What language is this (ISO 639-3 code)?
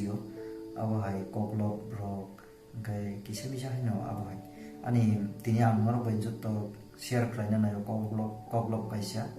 trp